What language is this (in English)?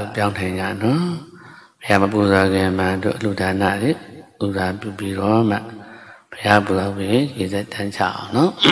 Burmese